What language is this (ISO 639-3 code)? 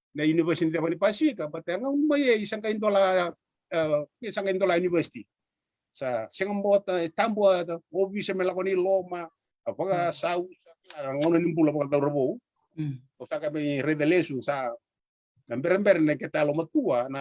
fij